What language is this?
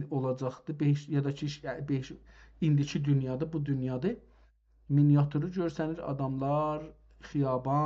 South Azerbaijani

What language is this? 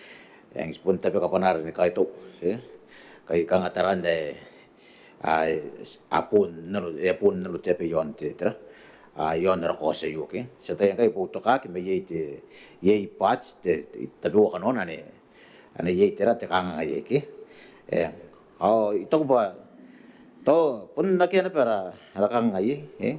Gilbertese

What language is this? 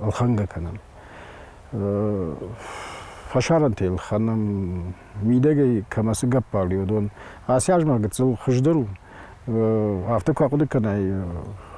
Ossetic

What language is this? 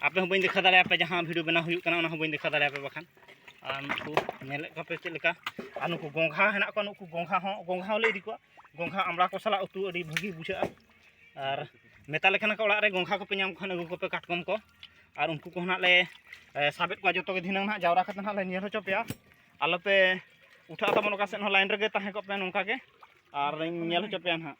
Santali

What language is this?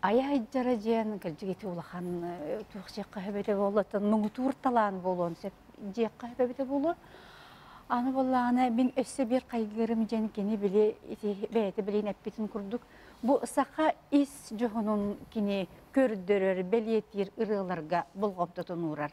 Yakut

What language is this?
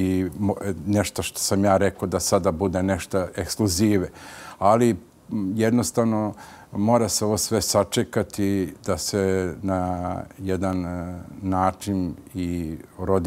Serbian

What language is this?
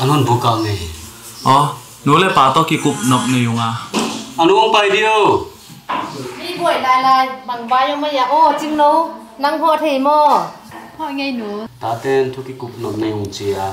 Tedim Chin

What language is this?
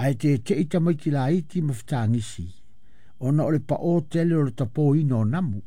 Samoan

